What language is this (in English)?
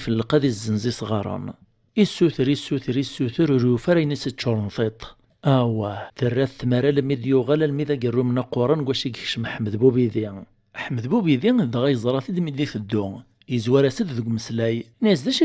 Kabyle